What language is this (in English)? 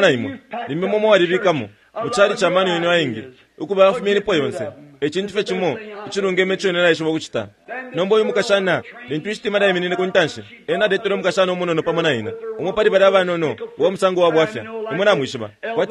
Bemba